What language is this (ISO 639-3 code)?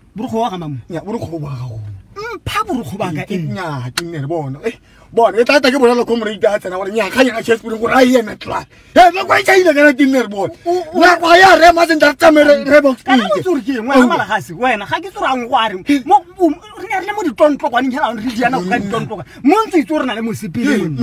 tsn